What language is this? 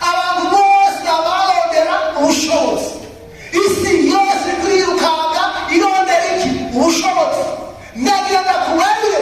Rundi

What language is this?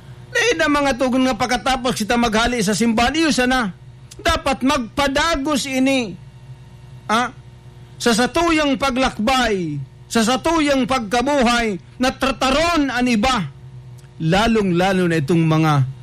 Bikol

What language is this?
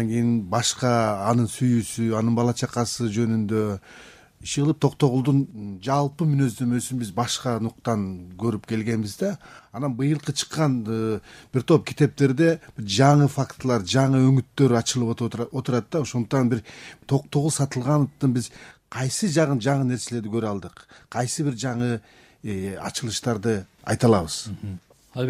Kyrgyz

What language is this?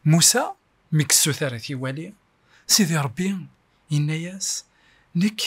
Kabyle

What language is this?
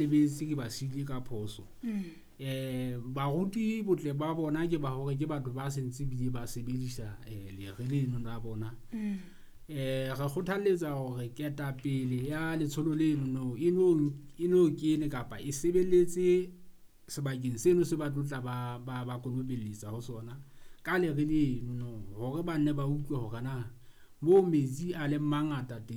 Southern Sotho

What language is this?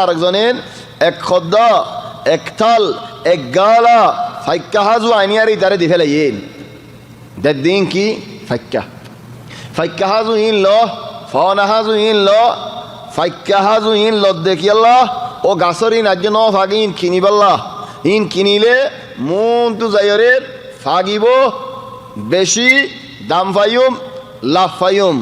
Rohingya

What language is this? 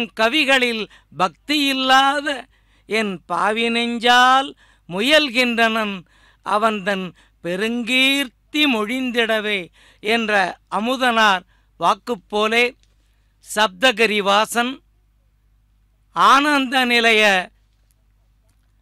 Tamil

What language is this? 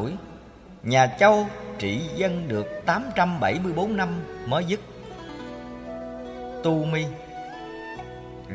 Vietnamese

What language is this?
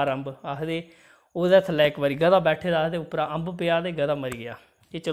Dogri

